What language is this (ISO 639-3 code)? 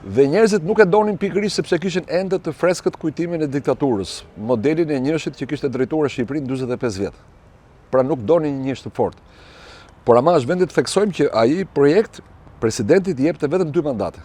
sqi